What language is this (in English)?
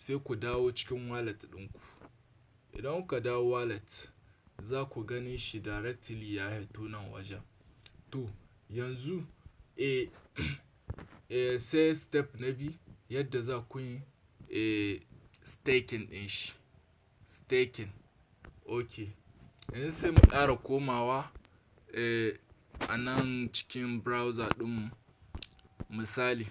Hausa